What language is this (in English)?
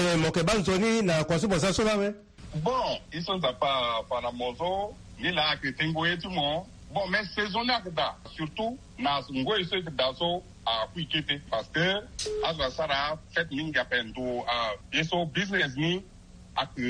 Sango